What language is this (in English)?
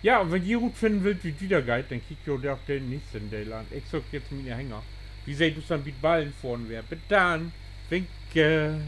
Low German